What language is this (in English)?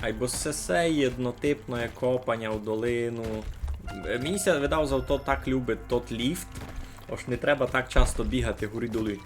Rusyn